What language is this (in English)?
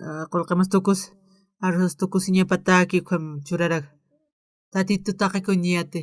Aymara